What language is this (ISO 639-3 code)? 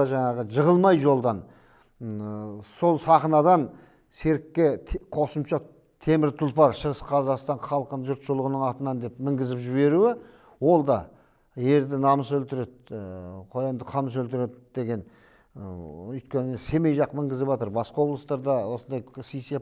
kaz